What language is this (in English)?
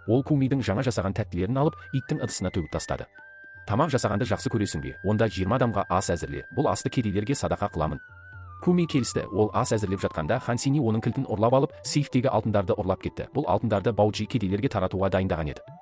Kazakh